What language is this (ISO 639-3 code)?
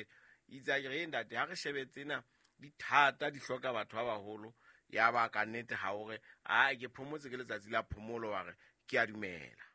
sot